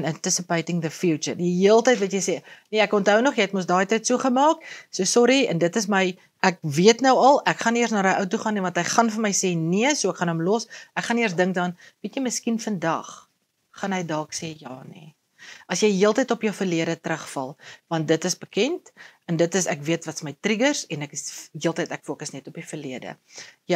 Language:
Afrikaans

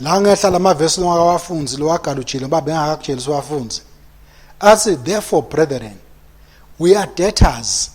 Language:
Swati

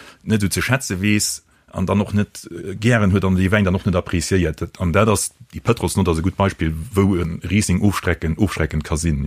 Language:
Luxembourgish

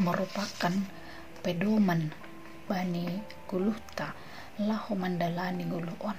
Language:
Batak Simalungun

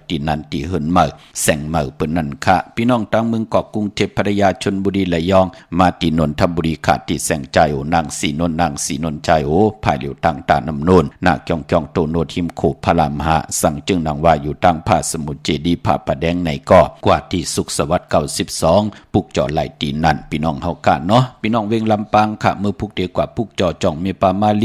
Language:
Shan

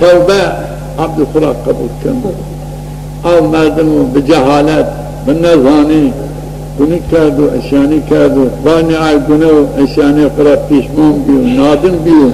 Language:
Zaza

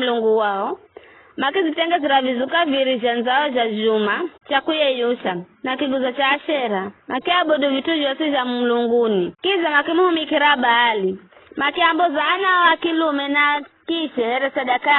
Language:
Giryama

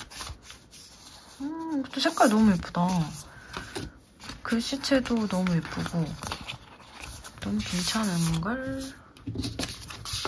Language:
Korean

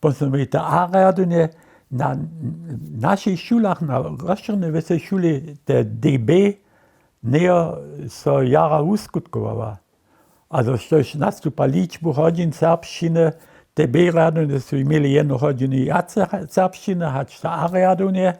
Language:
Upper Sorbian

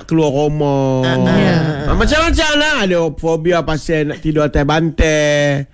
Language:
Malay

